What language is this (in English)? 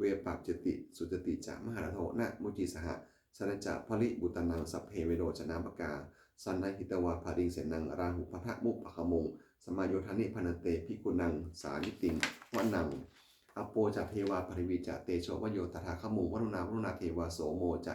Pali